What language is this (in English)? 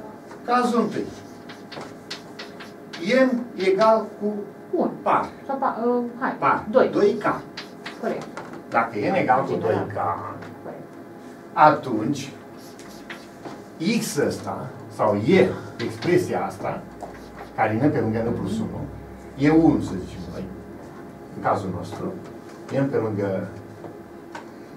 Romanian